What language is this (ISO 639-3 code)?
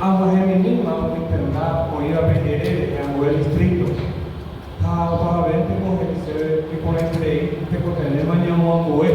grn